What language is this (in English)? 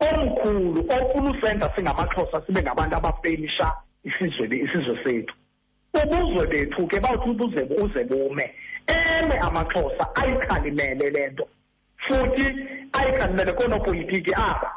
Xhosa